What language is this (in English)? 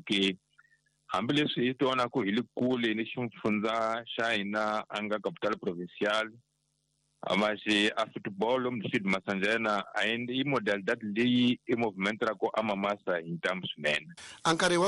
Tsonga